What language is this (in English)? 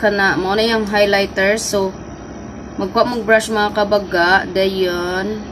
Cebuano